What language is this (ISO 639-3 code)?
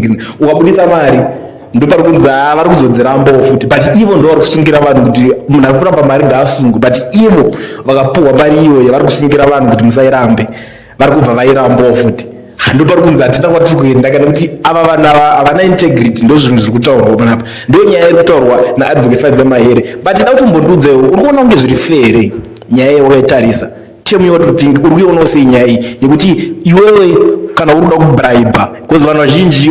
sna